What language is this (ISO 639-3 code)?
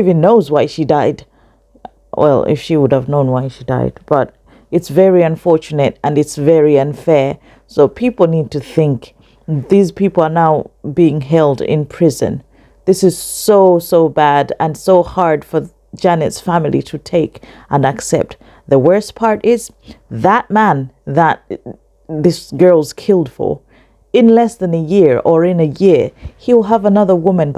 eng